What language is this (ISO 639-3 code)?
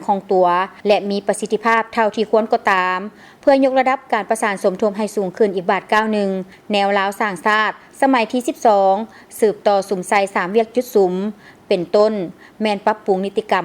lao